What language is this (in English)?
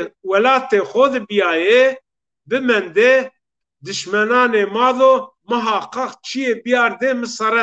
Zaza